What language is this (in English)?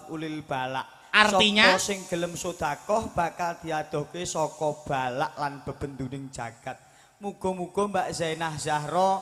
Javanese